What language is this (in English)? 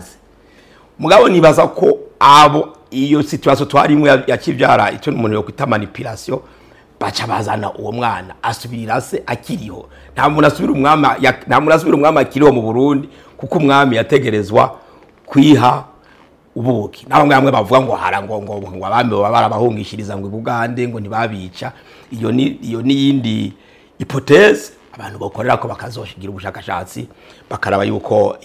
Rundi